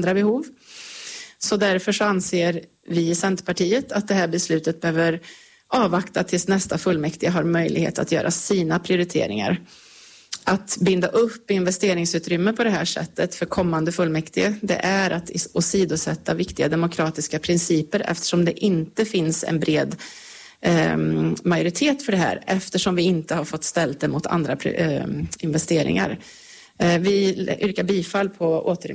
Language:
Swedish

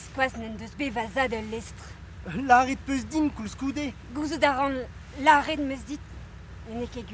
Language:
Breton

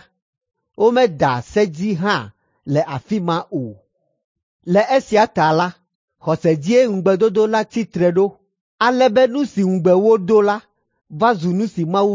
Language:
Ewe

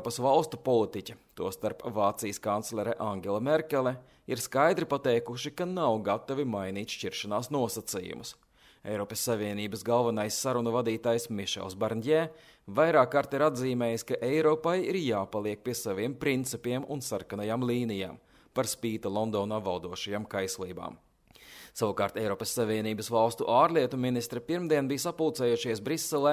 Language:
Latvian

